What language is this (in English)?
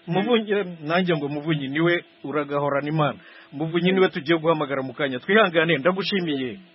Kinyarwanda